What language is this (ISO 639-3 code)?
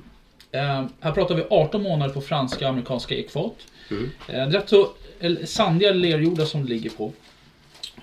swe